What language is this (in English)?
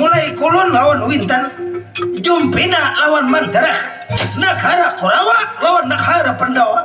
Banjar